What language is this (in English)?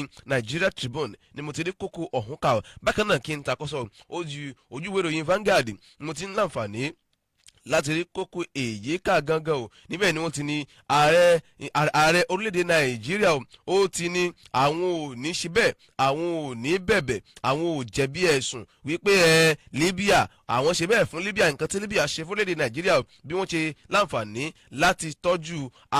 Yoruba